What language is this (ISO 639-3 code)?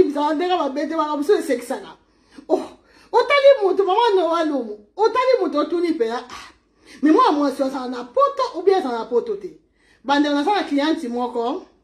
lin